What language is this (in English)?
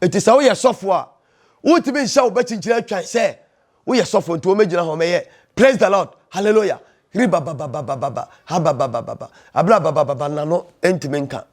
Akan